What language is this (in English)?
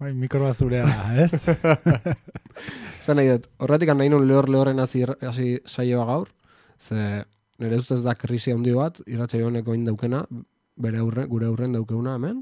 Basque